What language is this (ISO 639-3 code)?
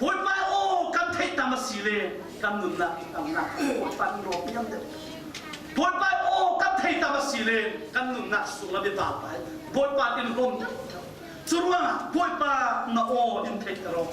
cfm